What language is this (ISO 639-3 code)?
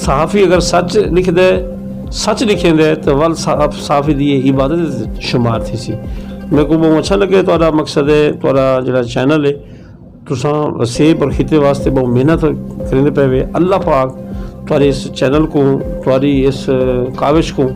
skr